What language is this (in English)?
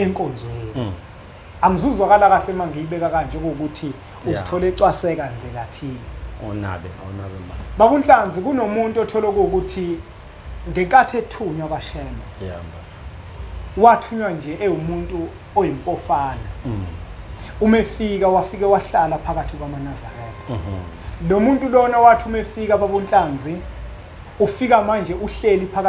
Zulu